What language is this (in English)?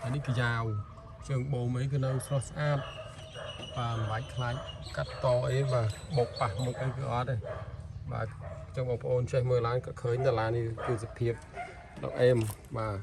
Khmer